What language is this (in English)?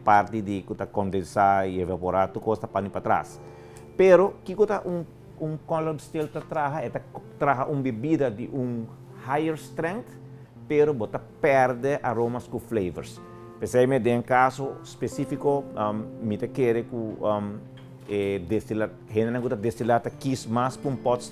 Papiamento